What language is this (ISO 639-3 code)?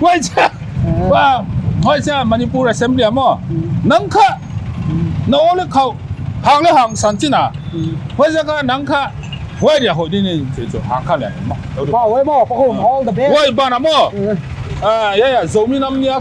pck